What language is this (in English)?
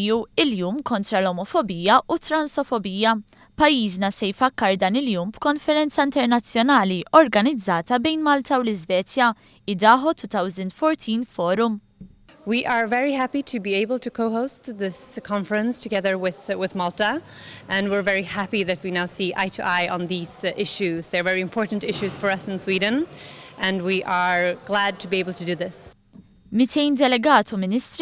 Maltese